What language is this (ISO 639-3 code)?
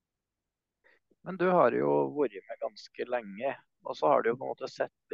nor